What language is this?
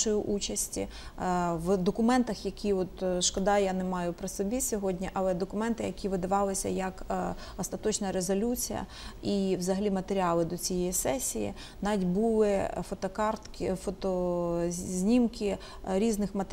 Ukrainian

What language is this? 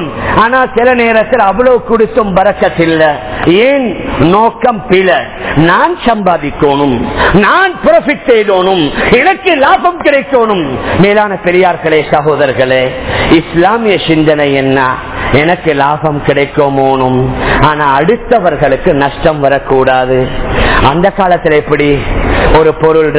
Tamil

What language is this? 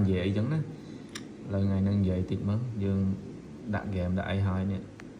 Khmer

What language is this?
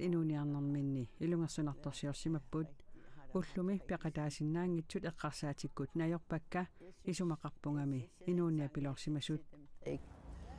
Kalaallisut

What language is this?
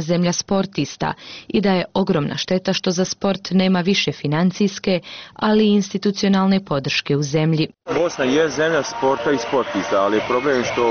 Bosnian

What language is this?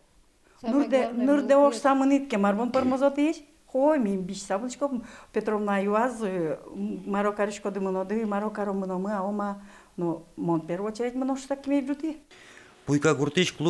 Udmurt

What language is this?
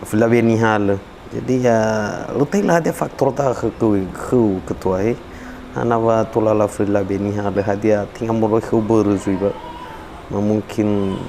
Nias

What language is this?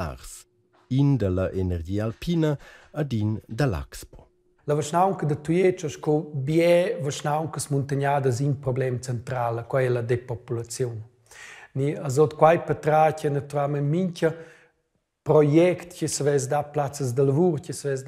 Romansh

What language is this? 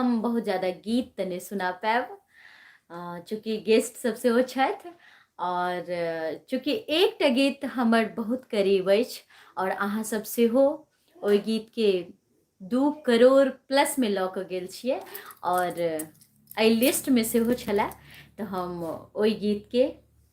Maithili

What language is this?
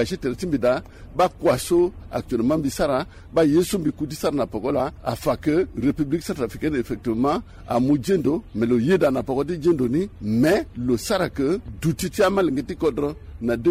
Sango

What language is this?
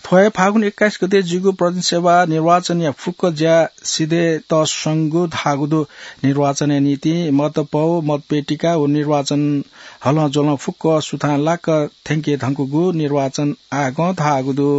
Newari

